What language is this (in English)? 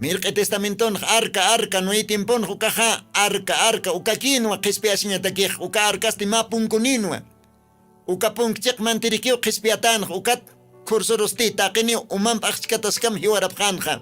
Aymara